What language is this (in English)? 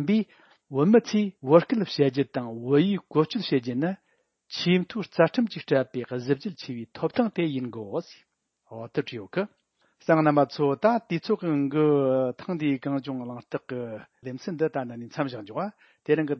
Tibetan